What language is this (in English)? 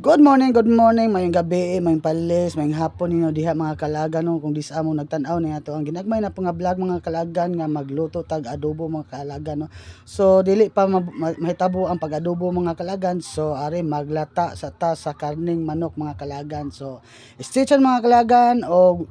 Cebuano